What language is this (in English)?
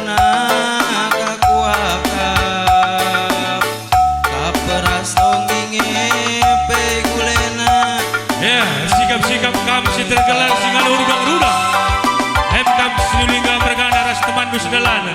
Batak Karo